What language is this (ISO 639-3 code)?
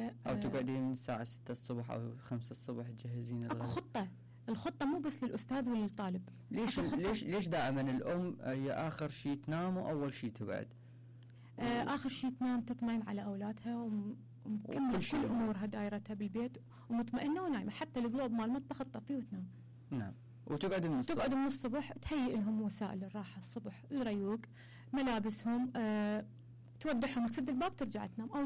acm